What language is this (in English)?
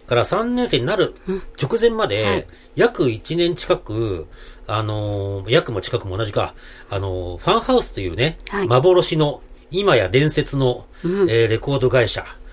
Japanese